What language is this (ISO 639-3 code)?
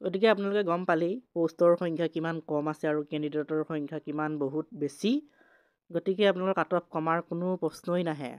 asm